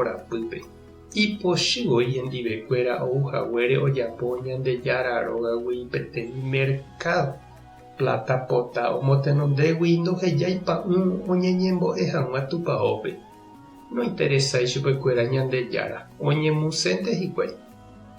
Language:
Guarani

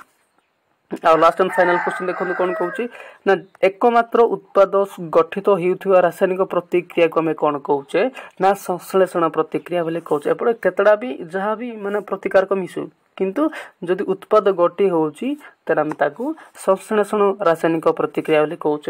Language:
Odia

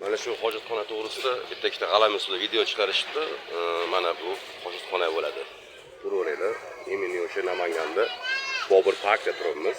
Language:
Uzbek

